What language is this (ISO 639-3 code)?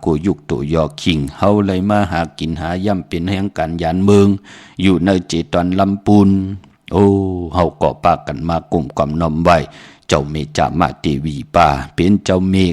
shn